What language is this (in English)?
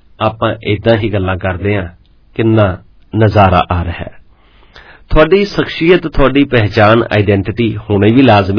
Punjabi